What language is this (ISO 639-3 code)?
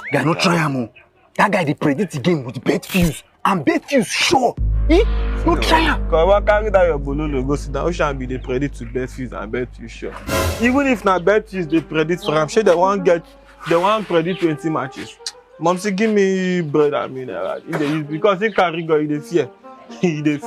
pcm